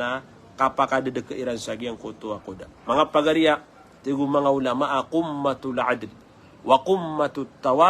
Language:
Maranao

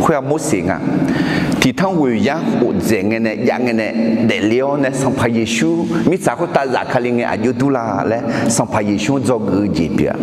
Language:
Akha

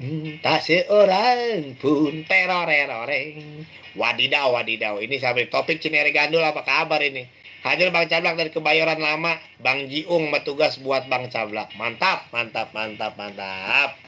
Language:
Betawi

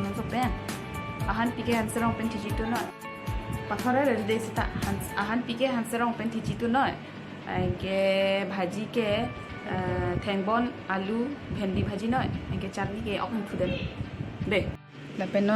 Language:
Karbi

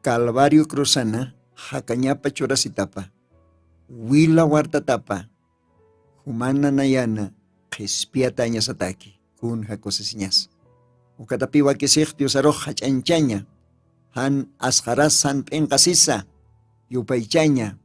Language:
Aymara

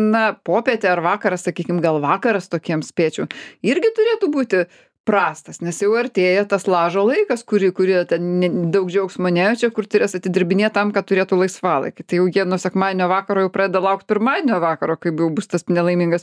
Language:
Lithuanian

